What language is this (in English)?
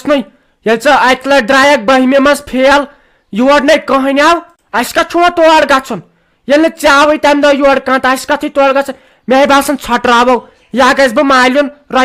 Kashmiri